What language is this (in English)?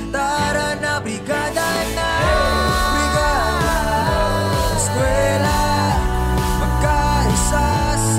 Filipino